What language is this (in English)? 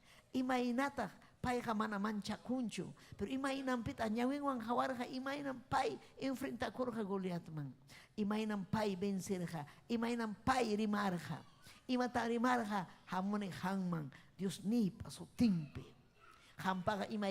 Ayacucho Quechua